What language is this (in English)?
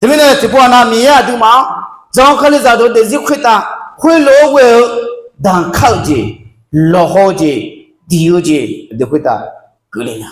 Akha